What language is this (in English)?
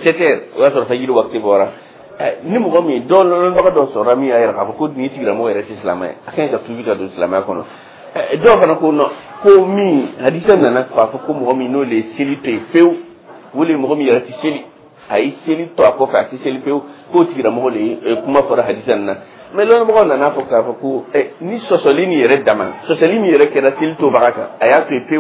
Dyula